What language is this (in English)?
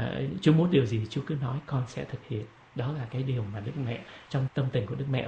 Vietnamese